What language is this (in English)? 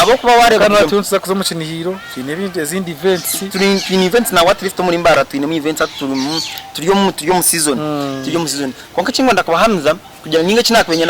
Nyankole